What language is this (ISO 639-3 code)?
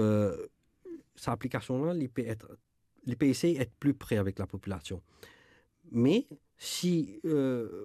mfe